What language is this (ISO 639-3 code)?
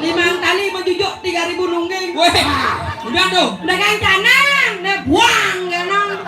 ban